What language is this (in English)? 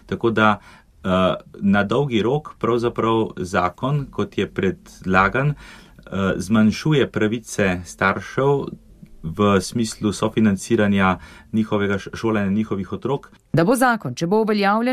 Slovenian